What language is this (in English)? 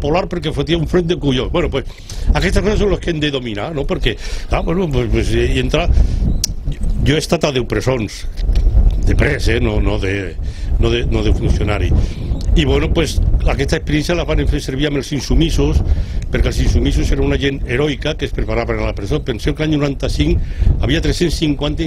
Catalan